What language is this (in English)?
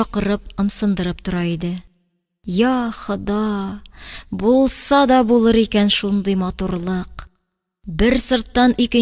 Tatar